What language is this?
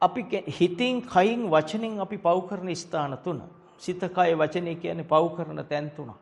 Sinhala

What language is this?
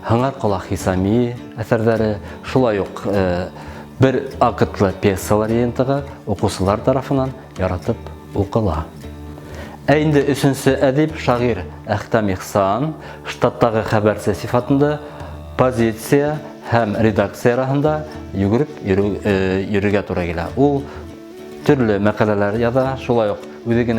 Bashkir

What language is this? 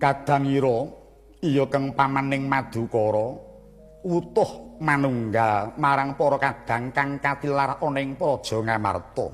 Javanese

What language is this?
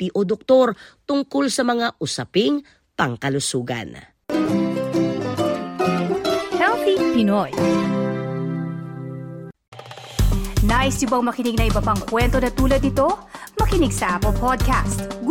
Filipino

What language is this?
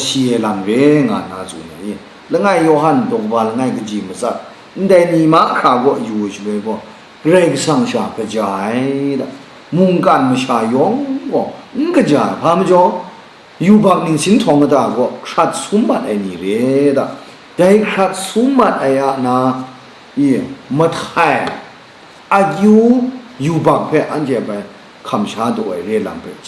Kachin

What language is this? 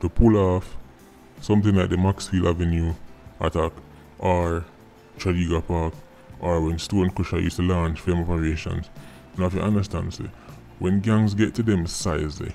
Jamaican Creole English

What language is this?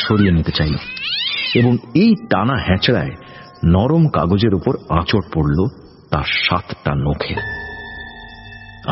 Bangla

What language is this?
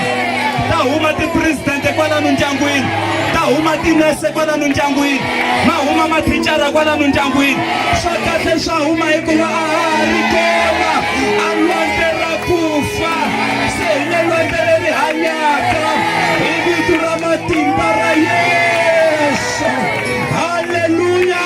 Tsonga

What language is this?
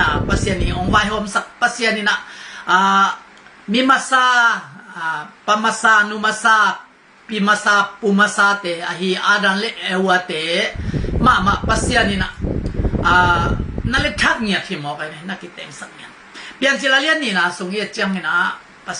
Tedim Chin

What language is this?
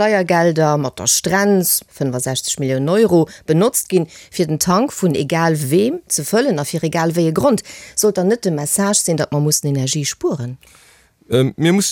Luxembourgish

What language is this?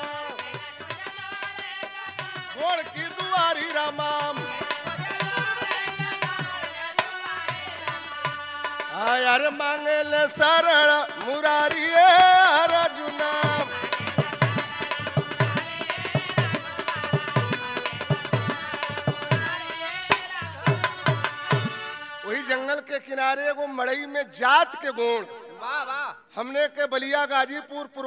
Bhojpuri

